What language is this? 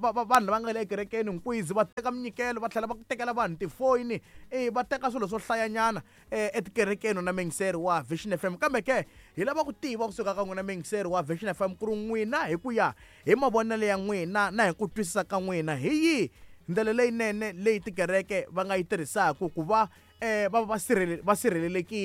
Tsonga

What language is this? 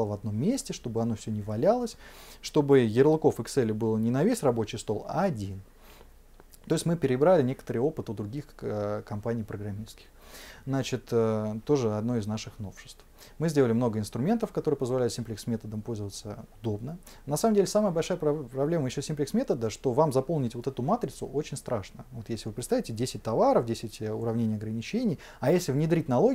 Russian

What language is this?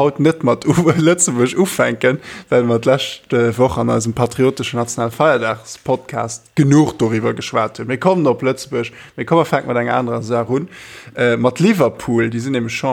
Luxembourgish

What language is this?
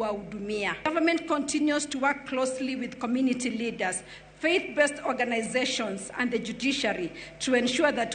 Luo (Kenya and Tanzania)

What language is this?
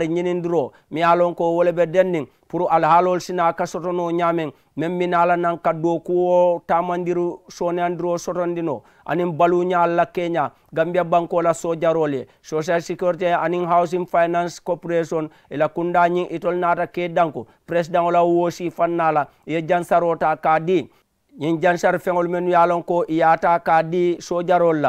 Mandingo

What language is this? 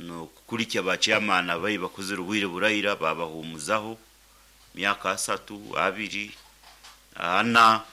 Nyankole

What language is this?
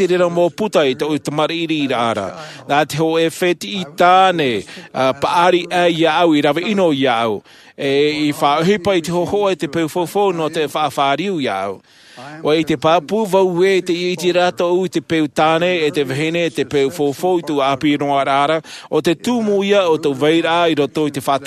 Tahitian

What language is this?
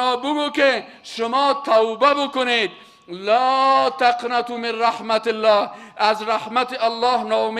Persian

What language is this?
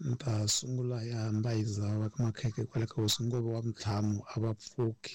Tsonga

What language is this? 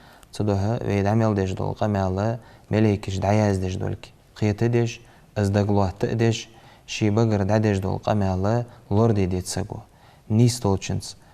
Ingush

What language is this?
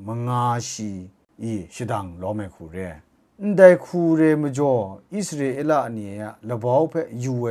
Kachin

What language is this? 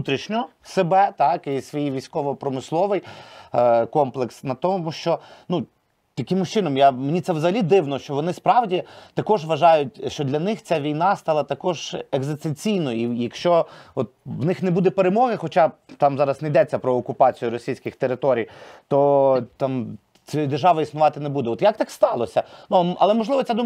Ukrainian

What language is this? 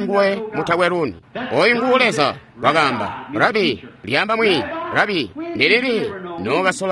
Tonga (Zambia)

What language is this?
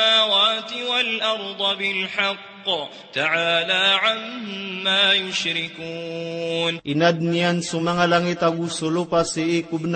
Maranao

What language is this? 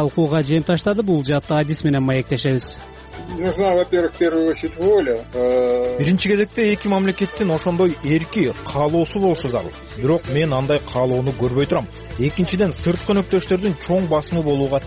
Kyrgyz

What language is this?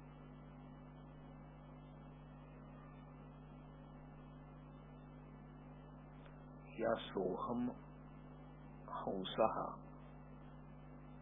Marathi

